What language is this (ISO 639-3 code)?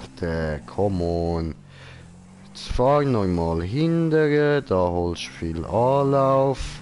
gsw